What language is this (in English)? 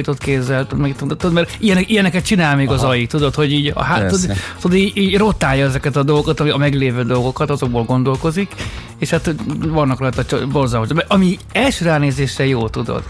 Hungarian